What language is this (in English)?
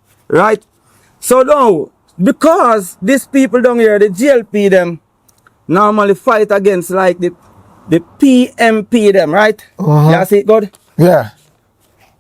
Jamaican Creole English